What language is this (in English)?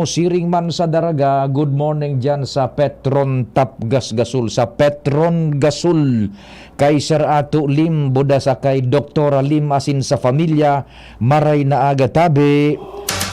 Bikol